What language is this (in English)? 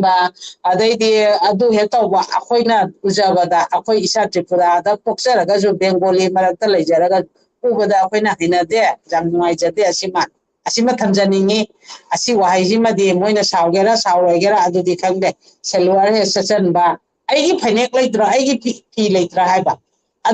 Manipuri